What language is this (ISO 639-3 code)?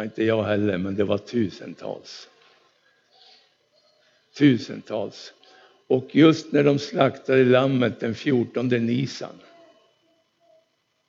swe